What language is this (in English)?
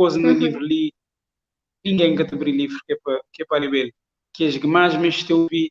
Kabuverdianu